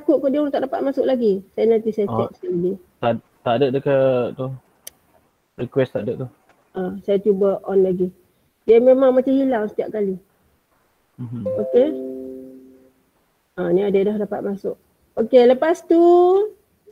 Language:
Malay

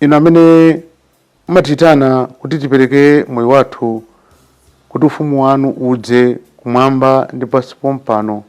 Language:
Nyanja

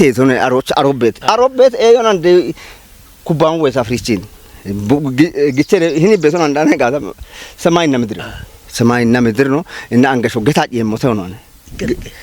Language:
Kafa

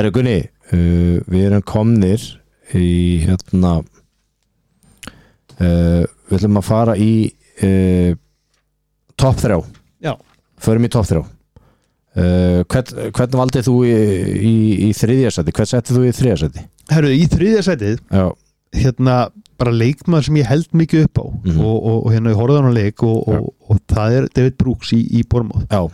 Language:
Icelandic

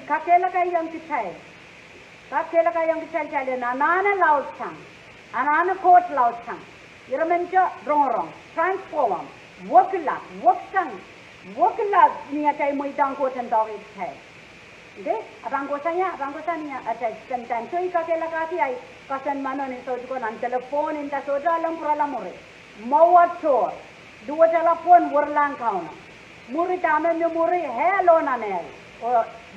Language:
Pohnpeian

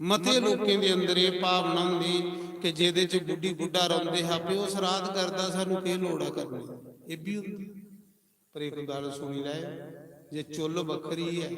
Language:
Dogri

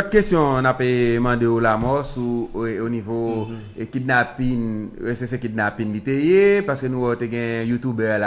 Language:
Haitian Creole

